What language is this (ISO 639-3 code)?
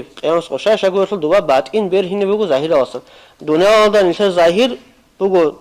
ava